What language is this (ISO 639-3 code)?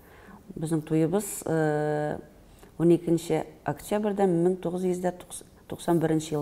tat